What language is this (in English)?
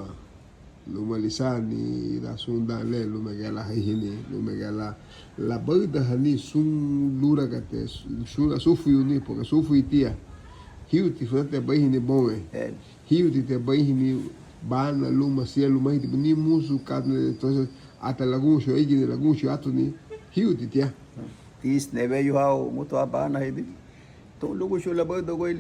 Garifuna